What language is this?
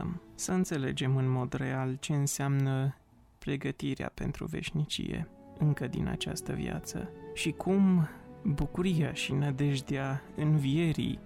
Romanian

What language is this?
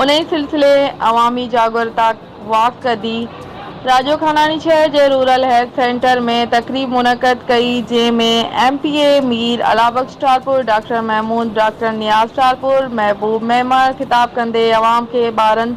Sindhi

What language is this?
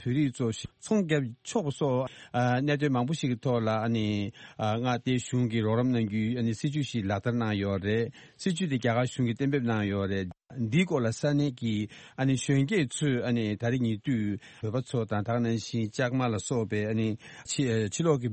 Tibetan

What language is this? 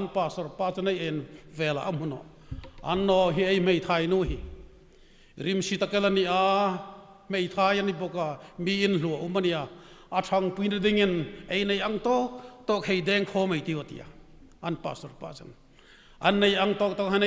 Hmar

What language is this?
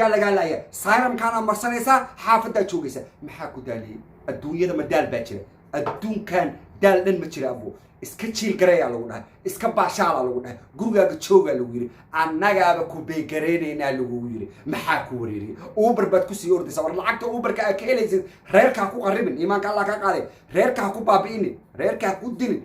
Somali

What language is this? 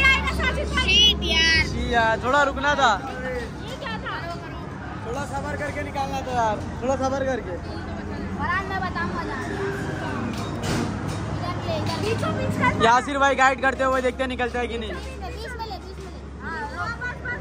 Hindi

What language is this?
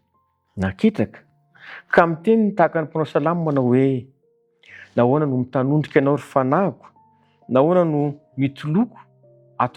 Malagasy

